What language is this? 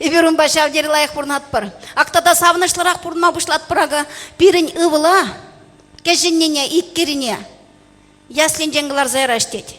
Chuvash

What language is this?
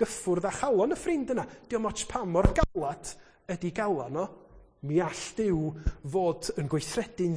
Welsh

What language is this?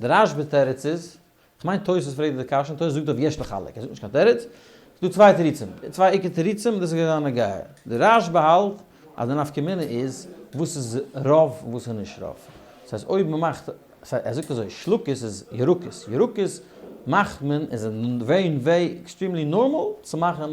Yiddish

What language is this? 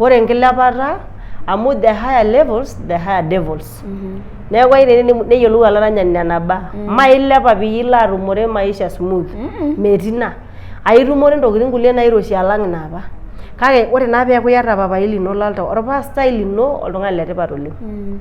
Masai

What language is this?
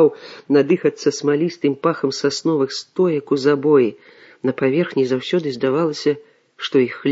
Belarusian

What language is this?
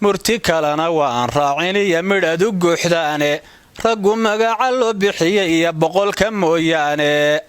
Somali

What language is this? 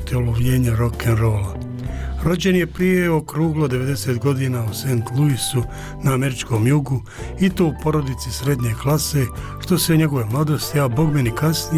Bosnian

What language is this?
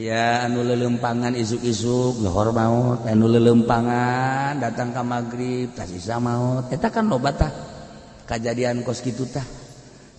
Sundanese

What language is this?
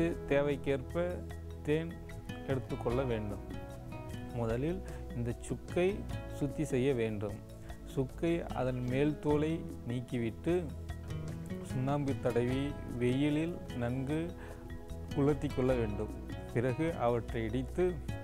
Tamil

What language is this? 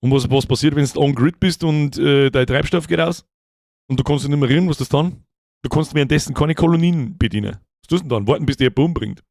Bavarian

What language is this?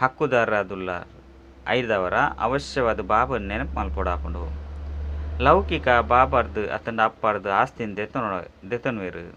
Tulu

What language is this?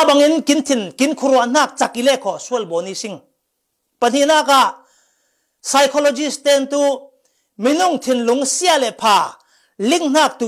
Falam Chin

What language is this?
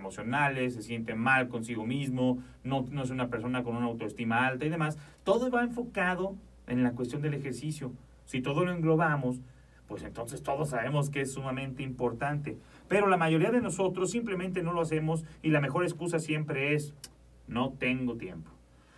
Spanish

